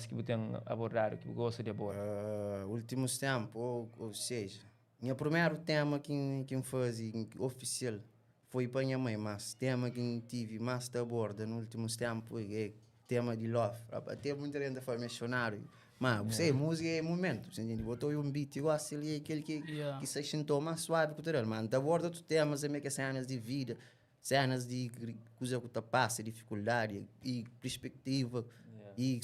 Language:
Kabuverdianu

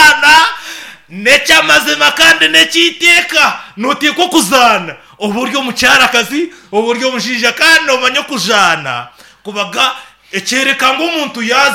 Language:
Nyankole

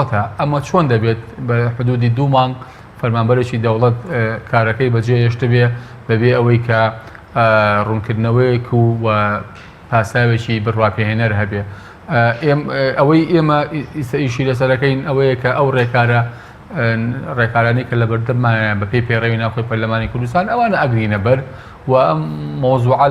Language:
Central Kurdish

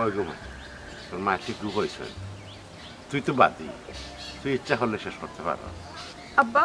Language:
Sylheti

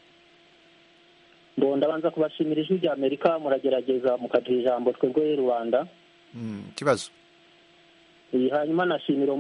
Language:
Kinyarwanda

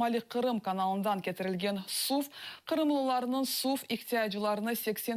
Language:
Crimean Tatar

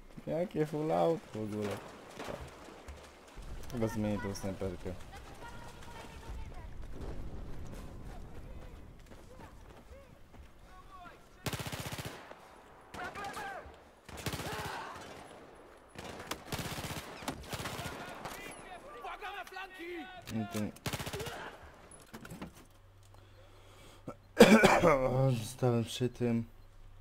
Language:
Polish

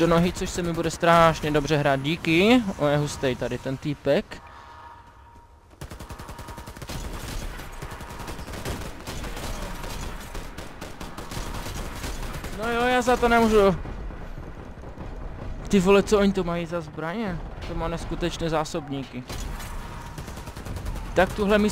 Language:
Czech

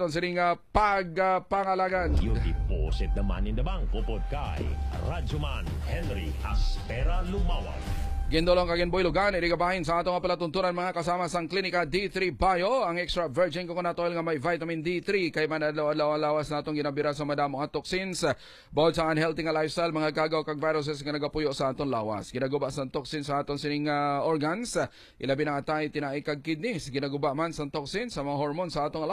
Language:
Hiligaynon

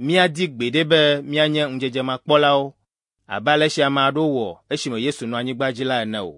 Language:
Ewe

